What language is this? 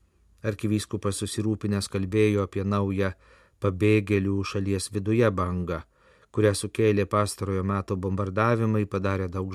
Lithuanian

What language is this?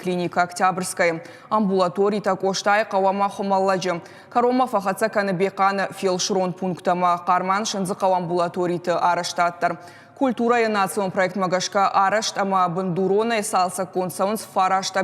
Ossetic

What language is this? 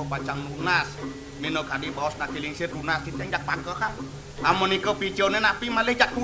Balinese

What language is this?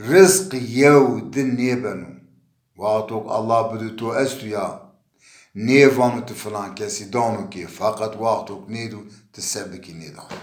Zaza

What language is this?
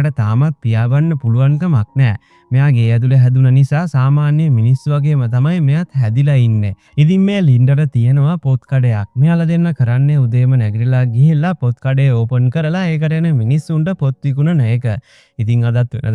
Sinhala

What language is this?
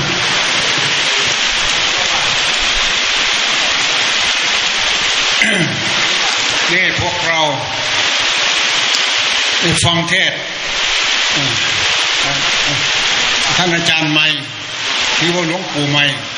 Thai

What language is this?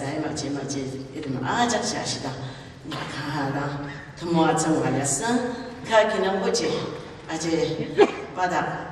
Ao Naga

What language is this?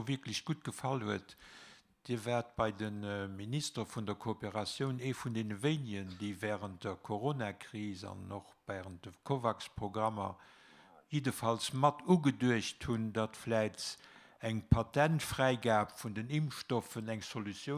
Luxembourgish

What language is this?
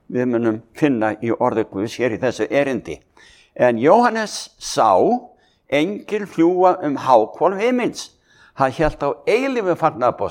Icelandic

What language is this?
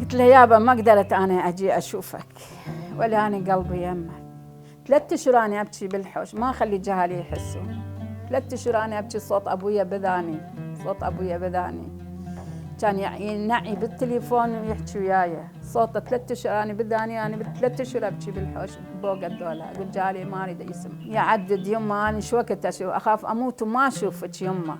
Mesopotamian Arabic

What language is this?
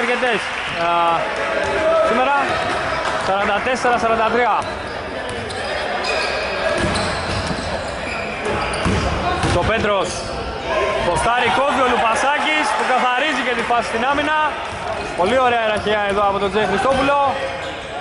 Greek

